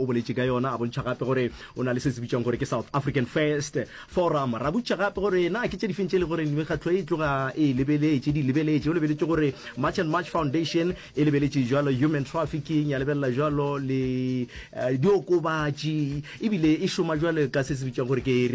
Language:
Northern Sotho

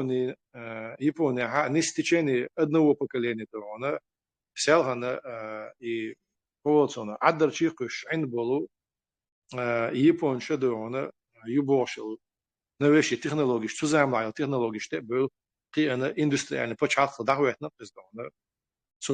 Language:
Chechen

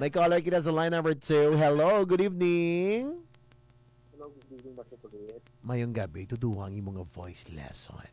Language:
Hiligaynon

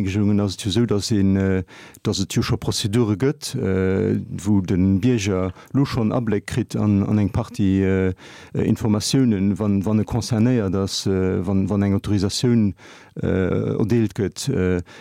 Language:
Luxembourgish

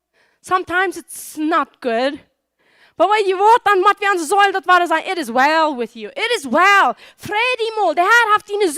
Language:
Plautdietsch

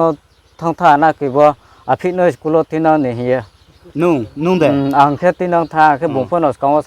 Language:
Riang (India)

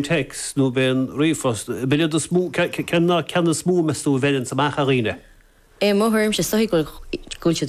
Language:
Irish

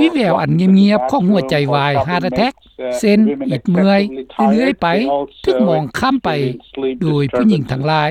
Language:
Lao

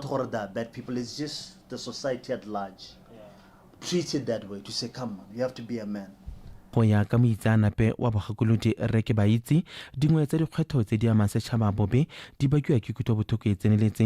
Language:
Tswana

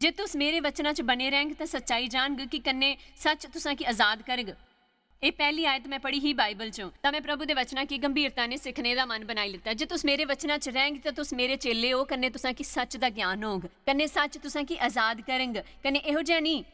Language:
Dogri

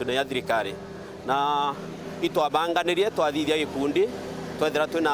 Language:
Meru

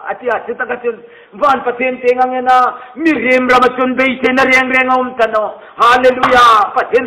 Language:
Hmar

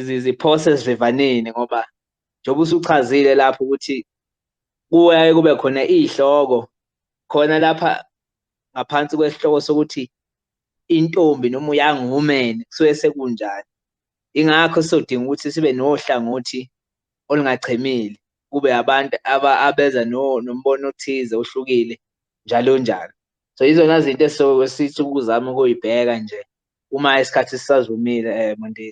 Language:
Zulu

